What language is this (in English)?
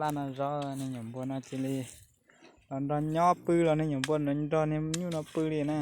Hmong